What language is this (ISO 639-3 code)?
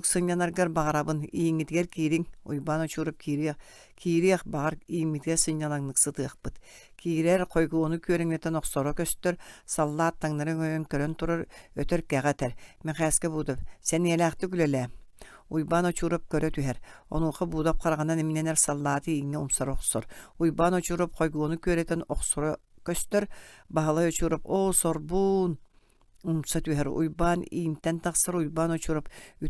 sah